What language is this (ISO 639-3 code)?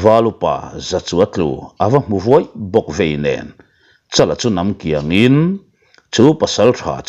lus